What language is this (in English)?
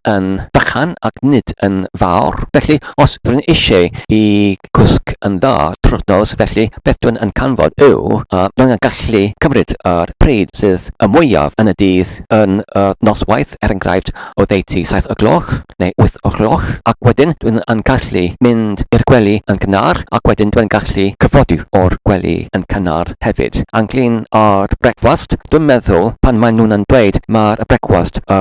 Welsh